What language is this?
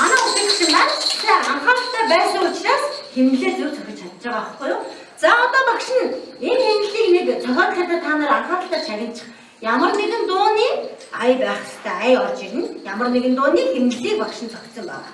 Mongolian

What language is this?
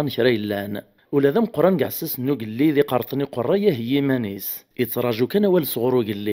Kabyle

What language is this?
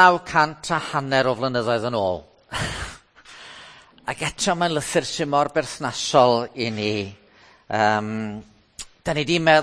Welsh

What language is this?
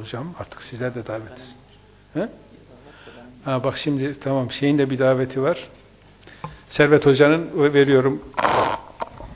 Turkish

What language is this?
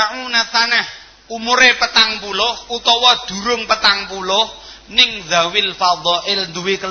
Javanese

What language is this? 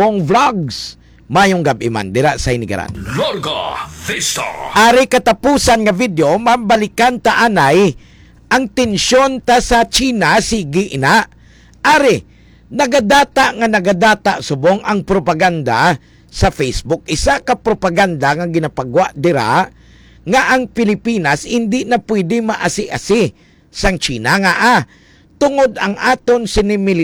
Hiligaynon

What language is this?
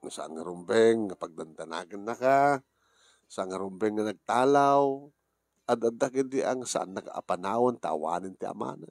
Iloko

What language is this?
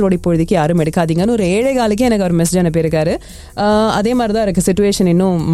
Tamil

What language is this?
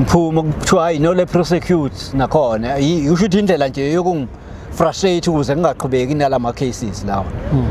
Zulu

